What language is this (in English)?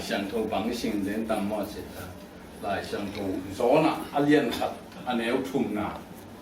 Tedim Chin